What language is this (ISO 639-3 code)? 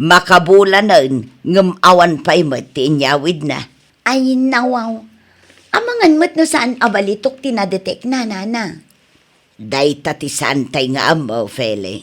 ilo